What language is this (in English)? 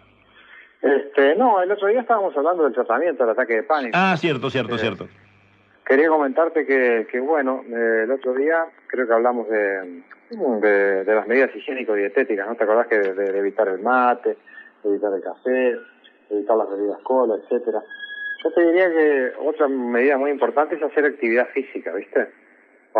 Spanish